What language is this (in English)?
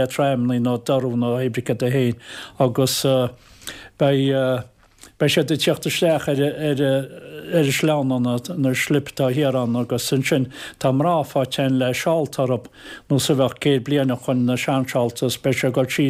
Irish